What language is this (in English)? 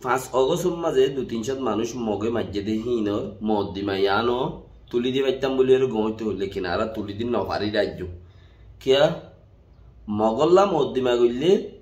Rohingya